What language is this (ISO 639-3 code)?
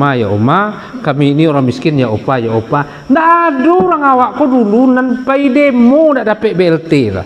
min